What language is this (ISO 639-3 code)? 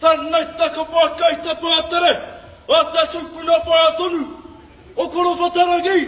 mri